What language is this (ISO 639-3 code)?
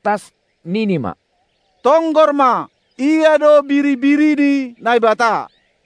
bts